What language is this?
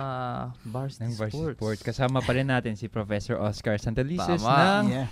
Filipino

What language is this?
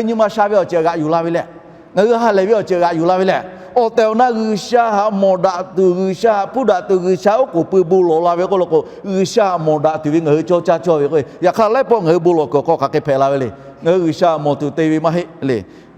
Lahu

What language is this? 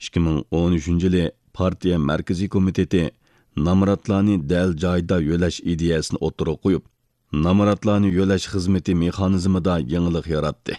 Uyghur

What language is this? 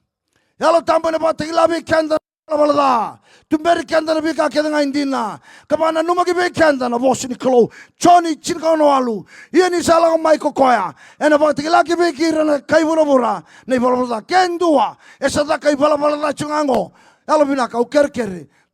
Fijian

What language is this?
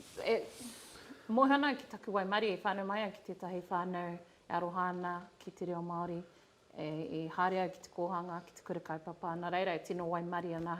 Māori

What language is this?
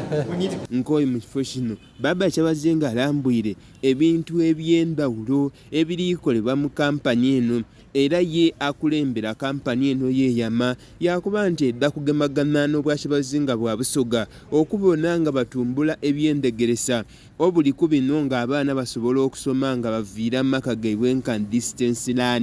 Soga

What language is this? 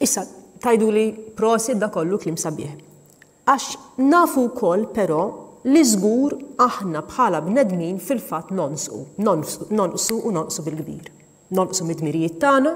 Maltese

